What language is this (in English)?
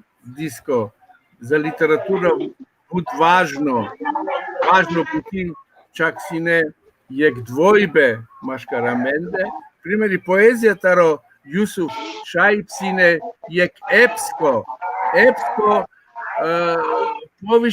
Balkan Romani